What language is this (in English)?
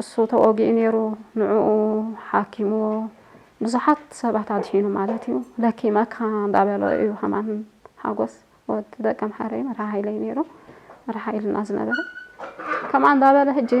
Tigrinya